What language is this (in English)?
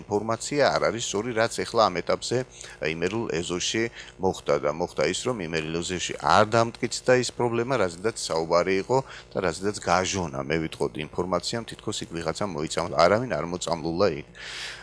Georgian